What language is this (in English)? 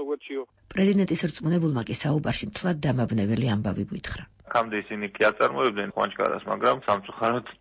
Georgian